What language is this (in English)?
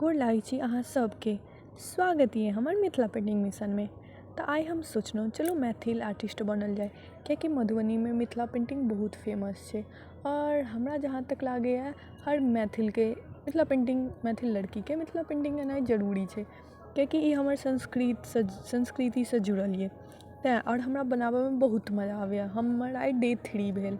Maithili